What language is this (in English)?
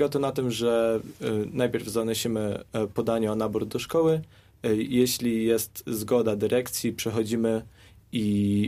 Polish